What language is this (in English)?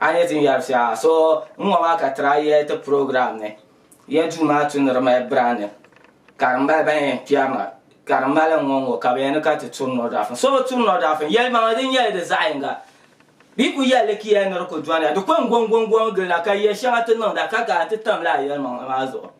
Dagbani